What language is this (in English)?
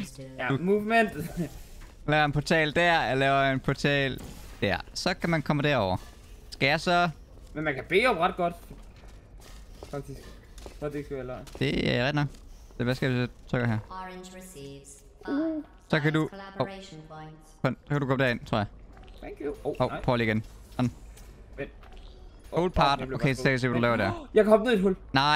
Danish